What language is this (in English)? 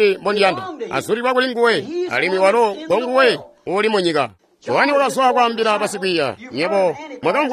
Tonga (Zambia)